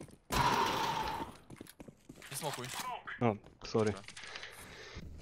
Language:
Polish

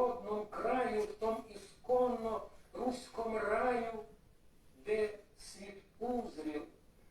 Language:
Rusyn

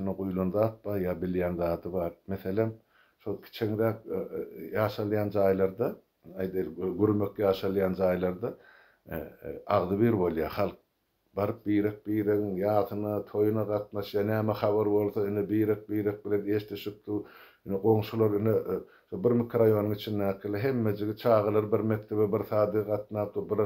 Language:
Turkmen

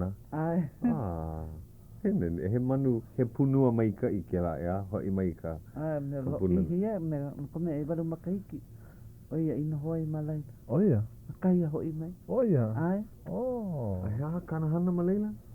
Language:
Hawaiian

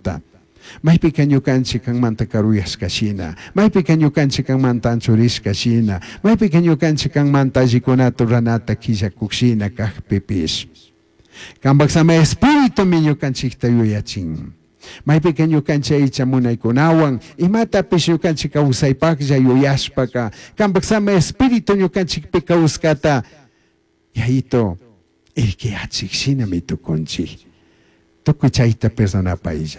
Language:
Chimborazo Highland Quichua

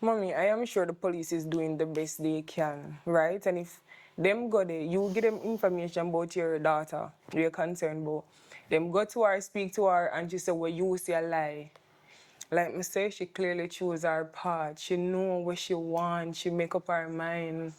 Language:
Jamaican Creole English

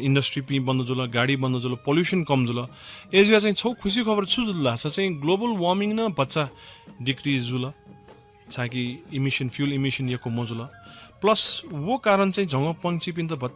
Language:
Newari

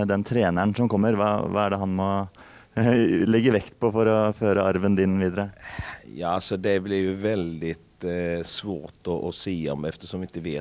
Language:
Swedish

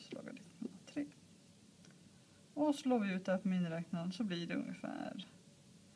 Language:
Swedish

